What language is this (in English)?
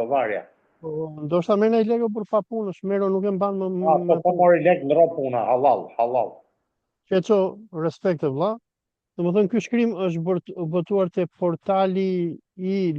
Albanian